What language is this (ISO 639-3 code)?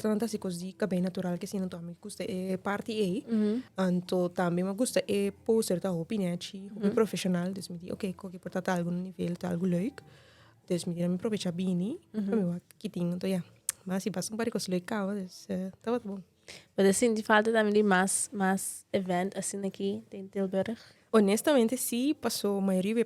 pap